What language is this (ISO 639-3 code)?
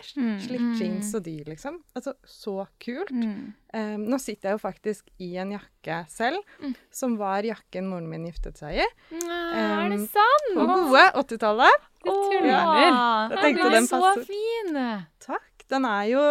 nor